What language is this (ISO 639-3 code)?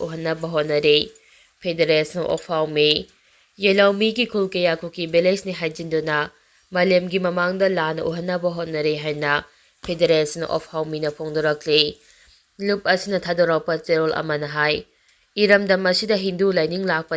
mni